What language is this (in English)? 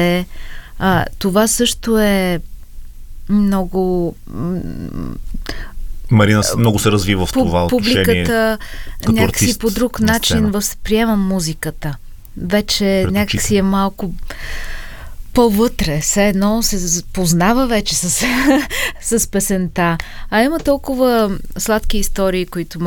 Bulgarian